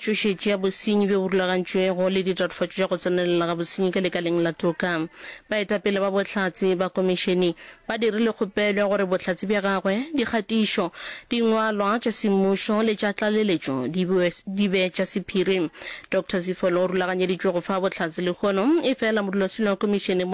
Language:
Northern Sotho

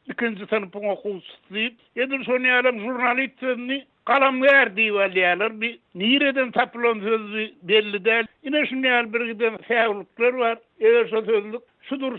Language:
Turkmen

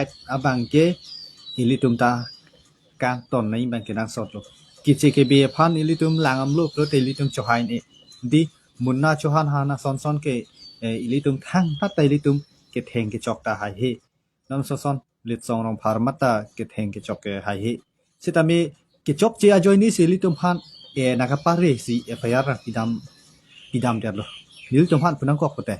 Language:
Karbi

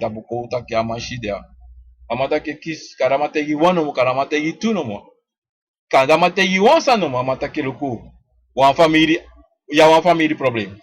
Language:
Sranan Tongo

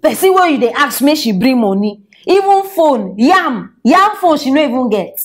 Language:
Nigerian Pidgin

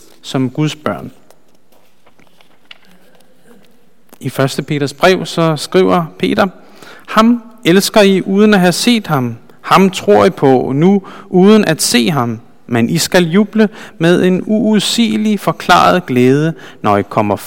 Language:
Danish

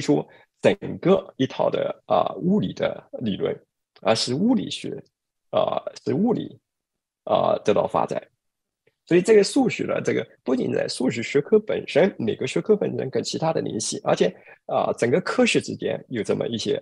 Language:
Chinese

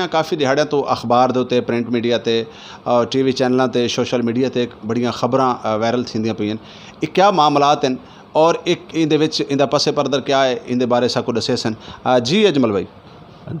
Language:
Saraiki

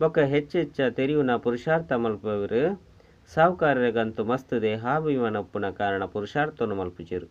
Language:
Tulu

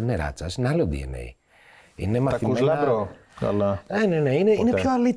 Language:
Greek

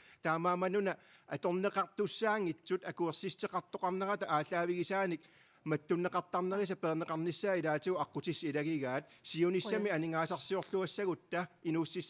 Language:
Kalaallisut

